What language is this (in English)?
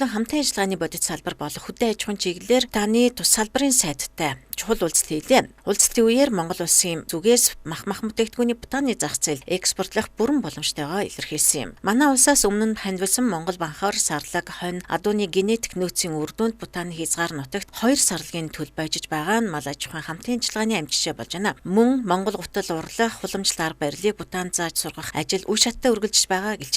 Mongolian